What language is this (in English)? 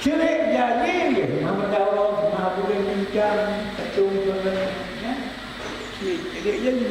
Achinese